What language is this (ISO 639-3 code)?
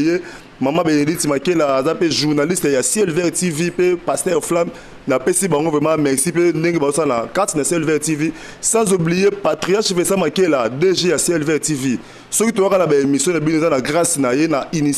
lin